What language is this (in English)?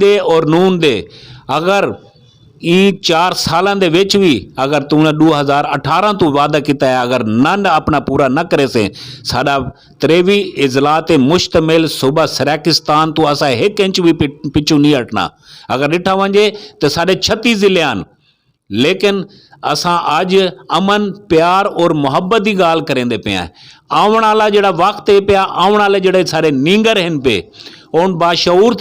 Saraiki